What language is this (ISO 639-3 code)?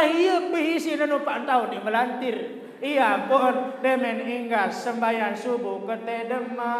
sas